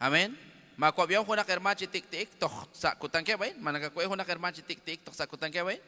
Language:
Kekchí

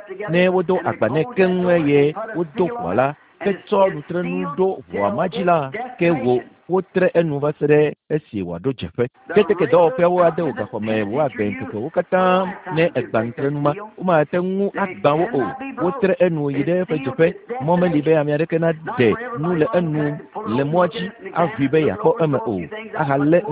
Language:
Ewe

